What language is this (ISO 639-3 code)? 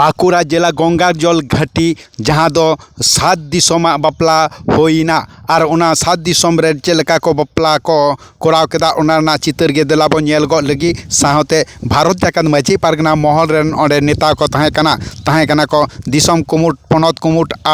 sat